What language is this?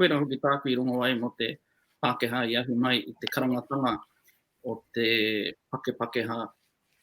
Māori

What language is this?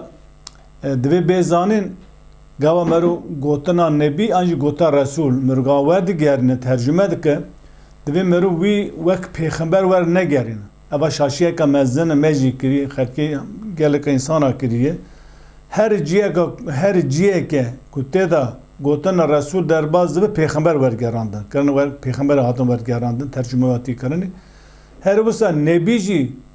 Kurdish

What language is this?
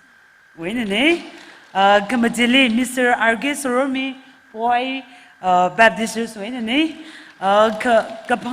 Tangkhul Naga (India)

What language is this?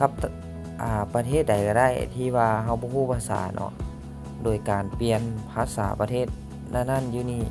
Lao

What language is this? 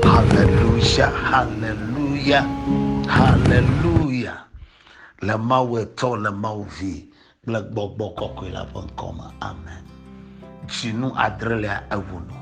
Ewe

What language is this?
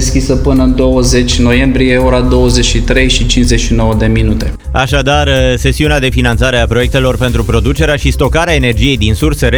Romanian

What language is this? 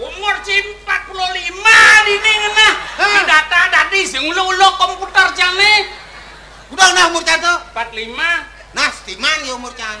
Balinese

